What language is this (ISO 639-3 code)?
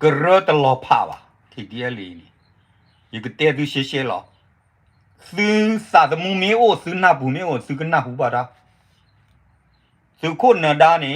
ksw